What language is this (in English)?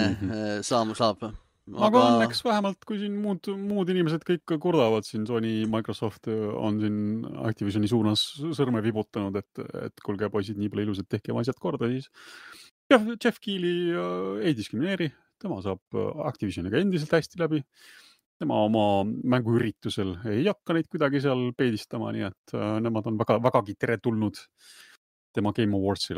Estonian